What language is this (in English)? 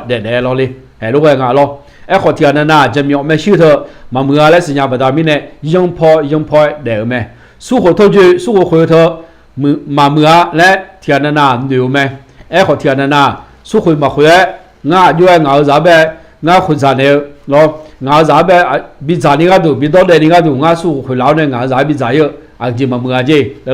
Akha